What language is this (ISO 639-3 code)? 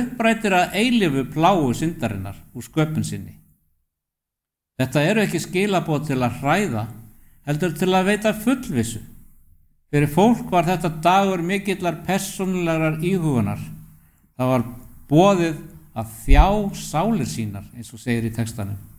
isl